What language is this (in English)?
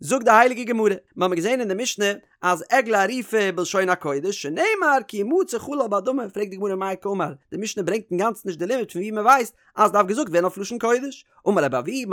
Yiddish